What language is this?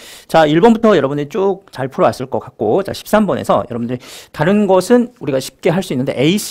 Korean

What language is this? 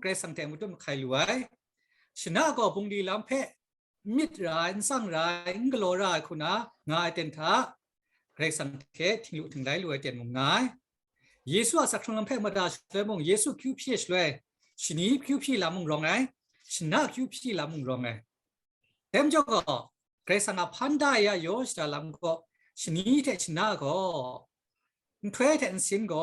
Kachin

